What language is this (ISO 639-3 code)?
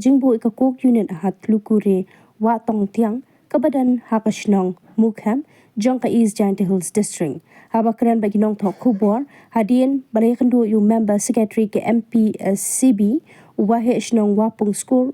kha